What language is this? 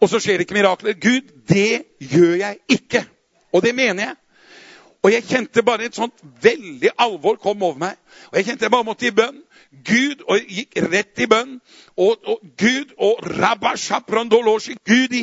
Norwegian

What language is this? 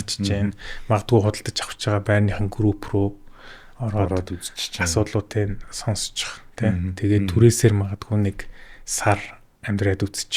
Mongolian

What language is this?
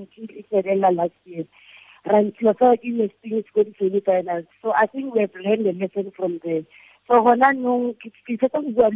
Tswana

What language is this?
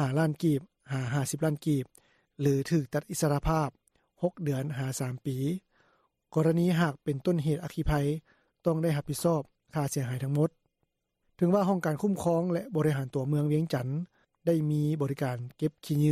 Lao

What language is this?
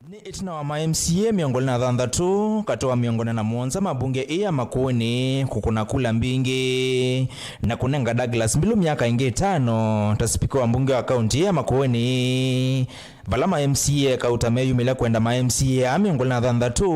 Kamba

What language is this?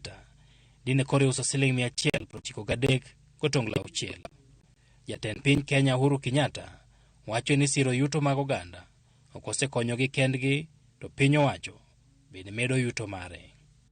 Luo (Kenya and Tanzania)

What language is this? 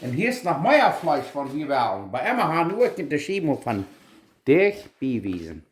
Plautdietsch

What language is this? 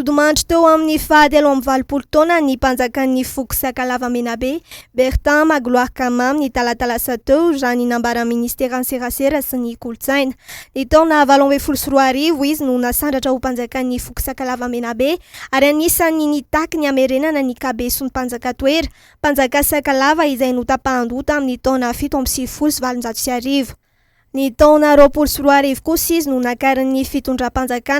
Malagasy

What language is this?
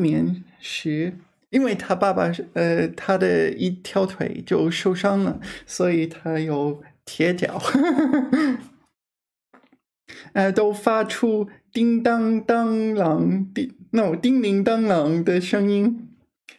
Chinese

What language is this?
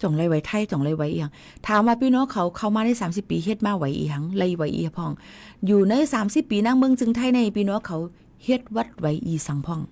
Shan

